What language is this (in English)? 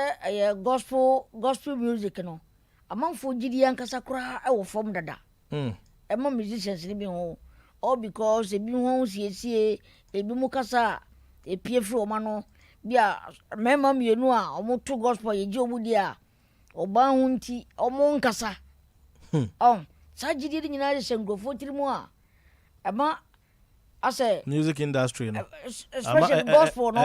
Akan